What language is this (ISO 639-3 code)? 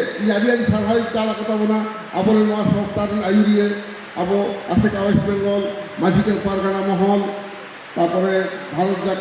sat